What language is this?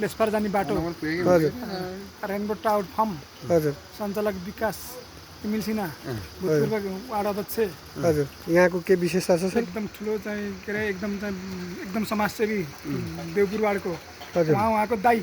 Nepali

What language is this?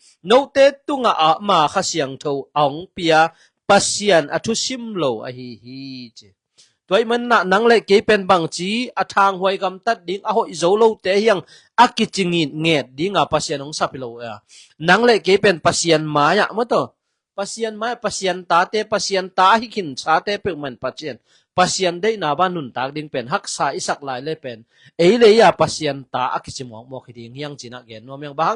Tedim Chin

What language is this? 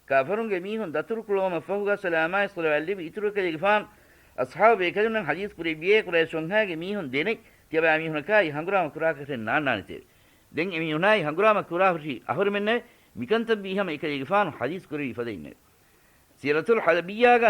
Divehi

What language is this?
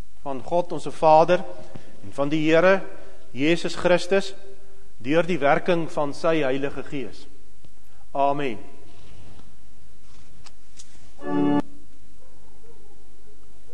Afrikaans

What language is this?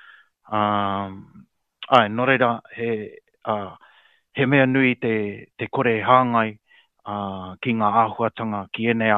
Māori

